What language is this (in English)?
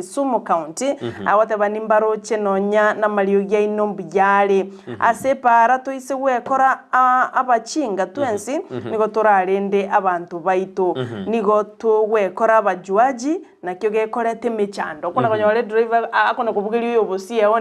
Gusii